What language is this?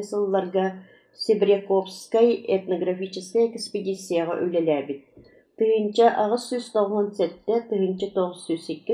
Yakut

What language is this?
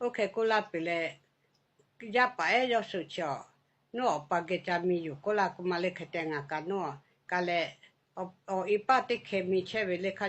Lahu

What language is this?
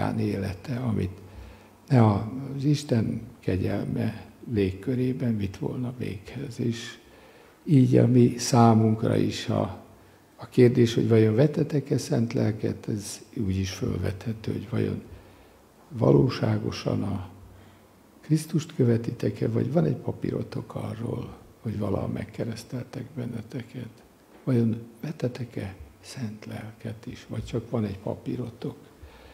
Hungarian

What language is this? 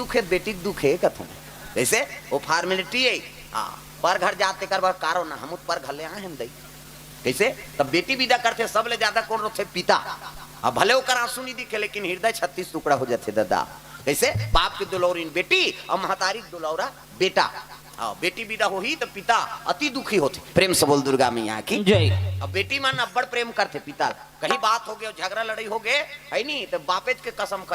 Chhattisgarhi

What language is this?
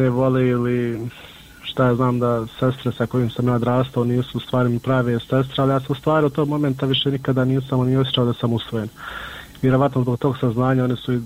Bosnian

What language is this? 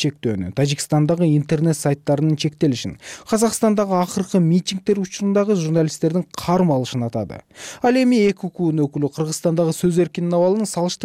Kyrgyz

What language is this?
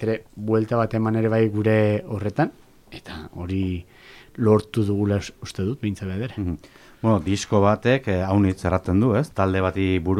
Basque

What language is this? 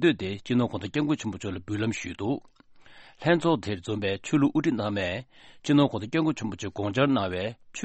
Tibetan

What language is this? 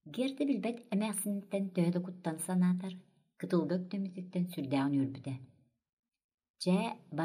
Yakut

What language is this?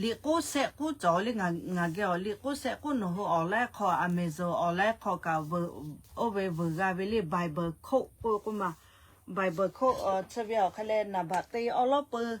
Lahu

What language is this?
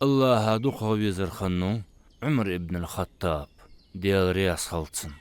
Ingush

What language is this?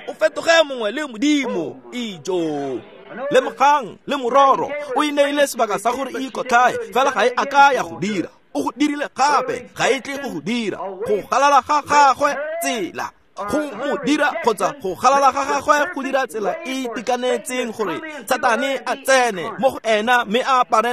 Tswana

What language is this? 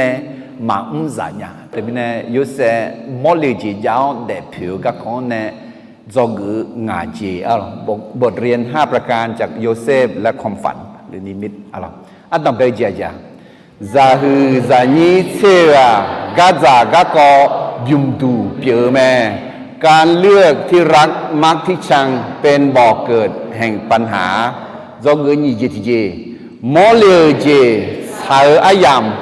Akha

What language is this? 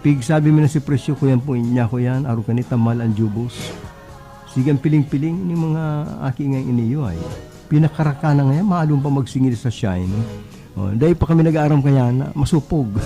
Bikol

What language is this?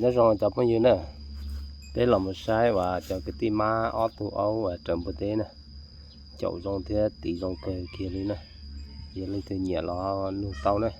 Hmong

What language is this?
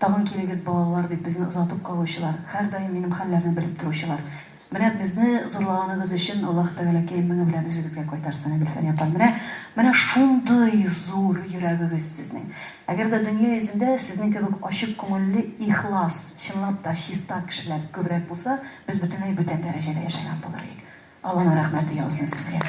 Tatar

